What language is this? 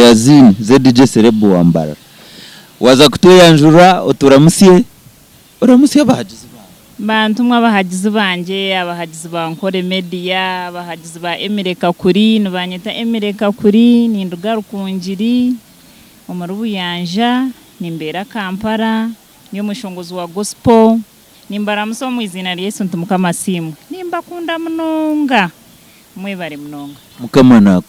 Nyankole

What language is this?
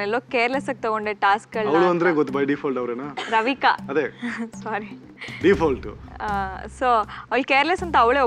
Kannada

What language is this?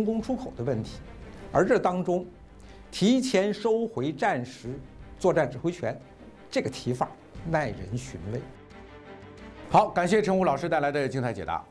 Chinese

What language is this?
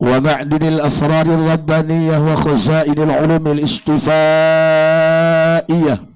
Sundanese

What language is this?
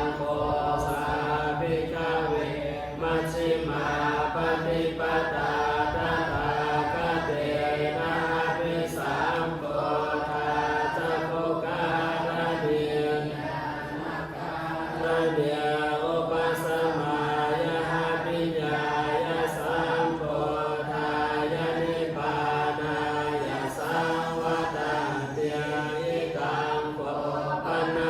Pali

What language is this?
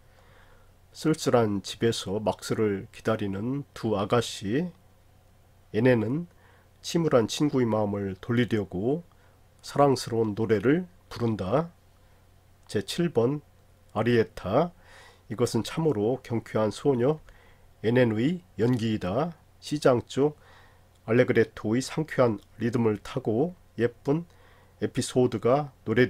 Korean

